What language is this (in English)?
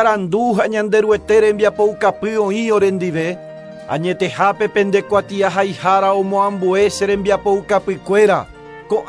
Guarani